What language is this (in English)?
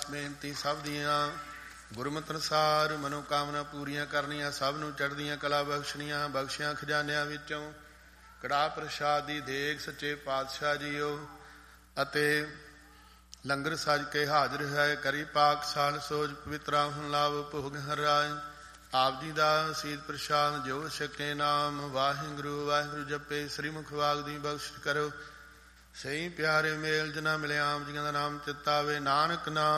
Punjabi